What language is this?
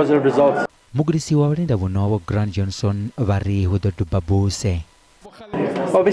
Venda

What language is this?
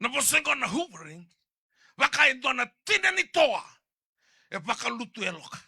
Fijian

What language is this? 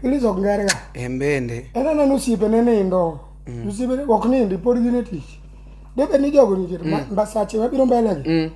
Luo (Kenya and Tanzania)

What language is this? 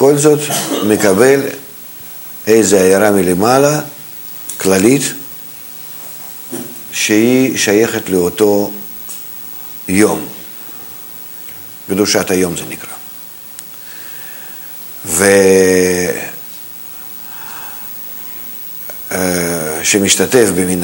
Hebrew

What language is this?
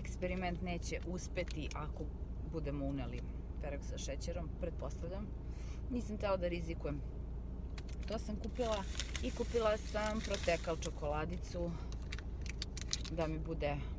Serbian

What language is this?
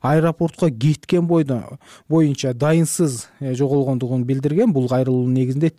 Kyrgyz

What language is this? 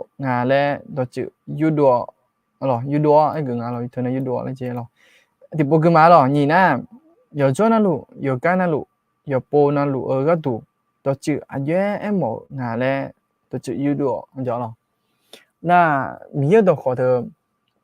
Akha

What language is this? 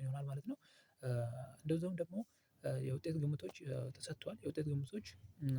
Amharic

